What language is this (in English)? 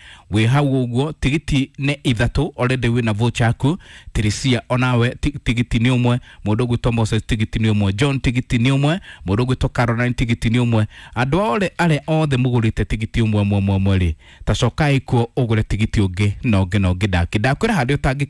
Kikuyu